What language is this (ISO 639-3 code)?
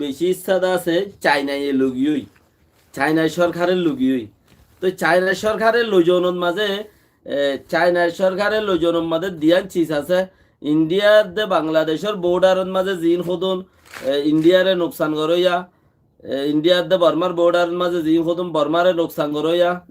rhg